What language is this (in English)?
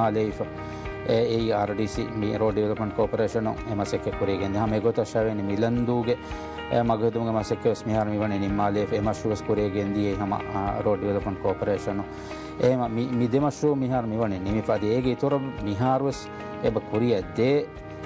Divehi